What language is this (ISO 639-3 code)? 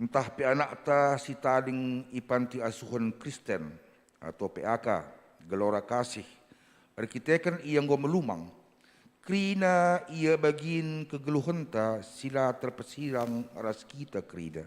btx